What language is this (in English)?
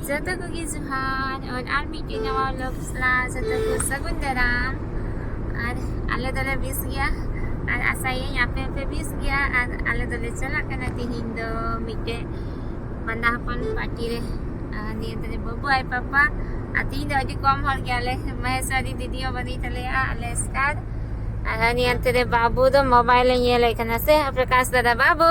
Santali